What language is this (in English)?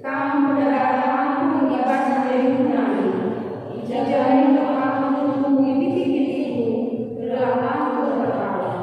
Batak Karo